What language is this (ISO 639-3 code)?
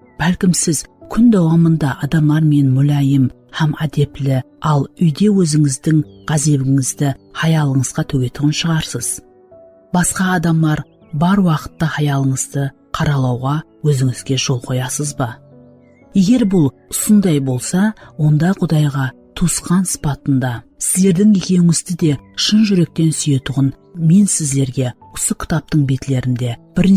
kaa